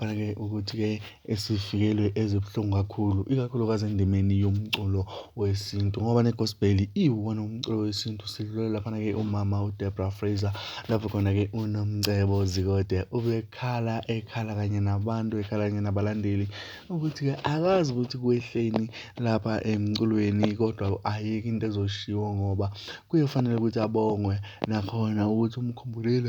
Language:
Zulu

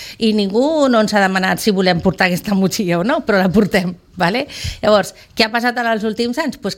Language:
Catalan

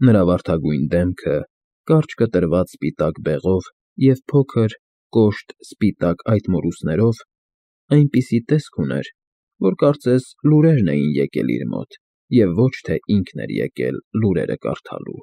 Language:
Armenian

